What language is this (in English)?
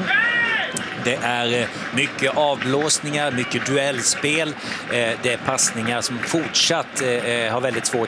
Swedish